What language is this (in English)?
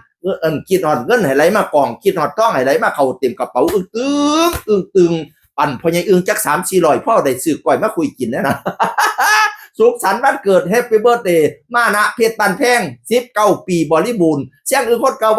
Northeastern Thai